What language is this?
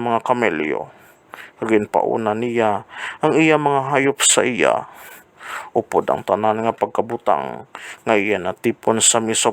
Hiligaynon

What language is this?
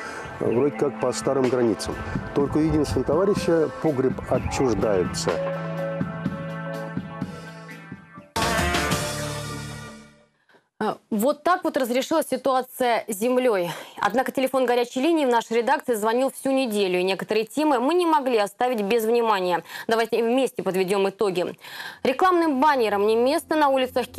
Russian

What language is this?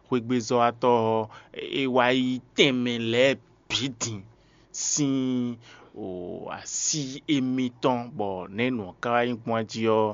Fon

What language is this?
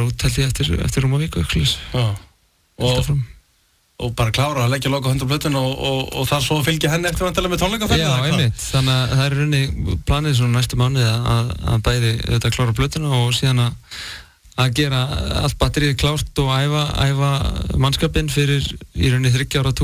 Icelandic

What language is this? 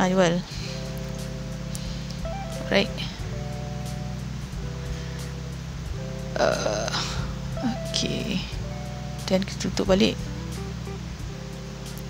Malay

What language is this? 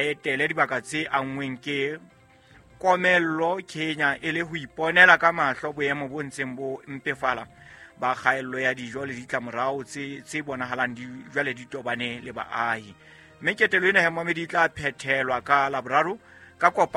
Southern Sotho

